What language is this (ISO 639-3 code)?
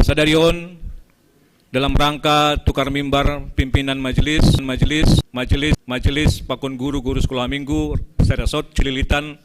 bts